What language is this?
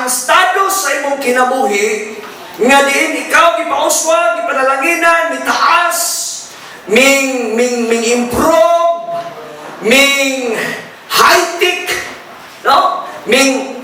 Cebuano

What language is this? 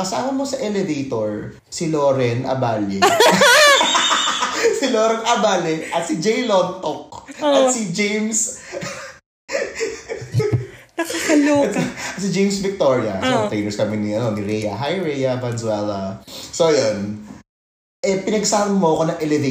Filipino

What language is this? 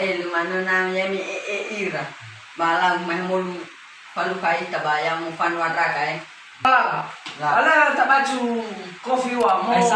Nias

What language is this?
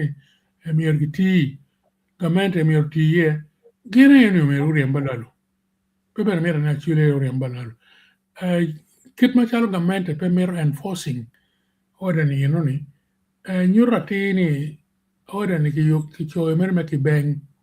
Acoli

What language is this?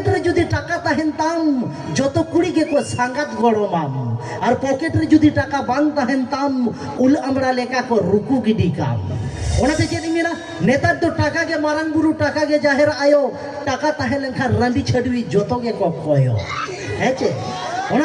Santali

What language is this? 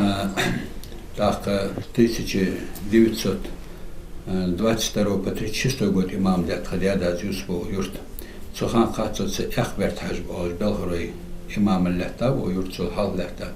Ingush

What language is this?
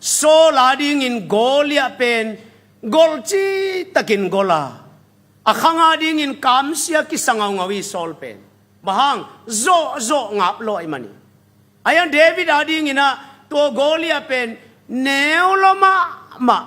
Tedim Chin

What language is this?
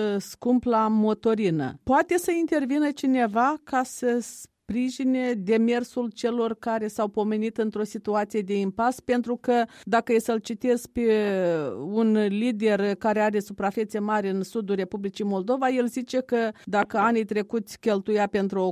Romanian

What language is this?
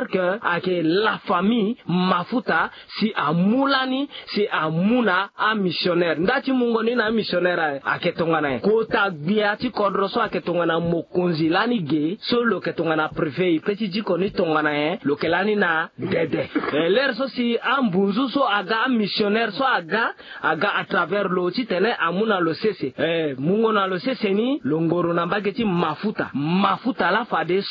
Sango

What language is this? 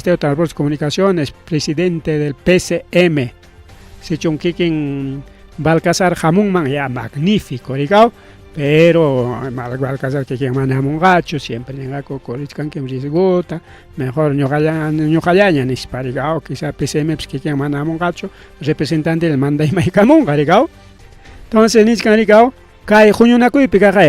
Ayacucho Quechua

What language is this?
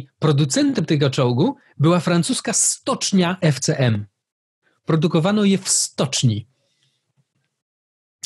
Polish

